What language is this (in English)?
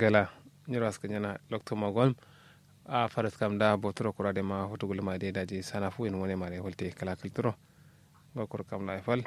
Kanuri